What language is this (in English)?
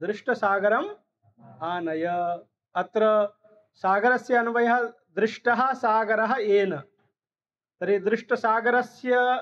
Sanskrit